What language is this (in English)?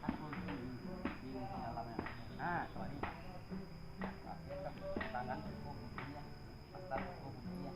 Minangkabau